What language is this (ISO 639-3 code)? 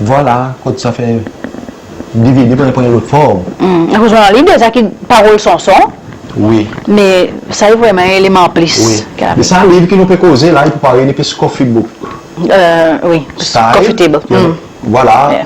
crs